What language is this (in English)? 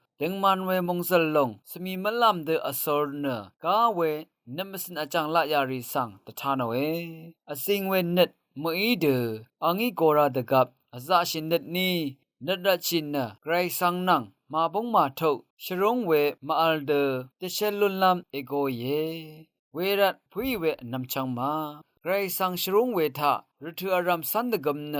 Rawang